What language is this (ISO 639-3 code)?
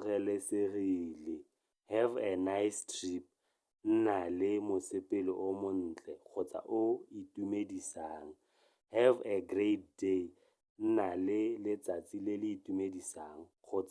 tsn